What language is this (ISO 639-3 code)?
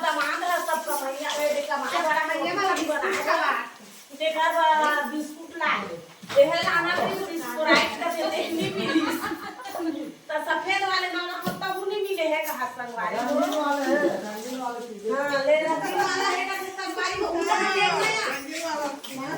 hne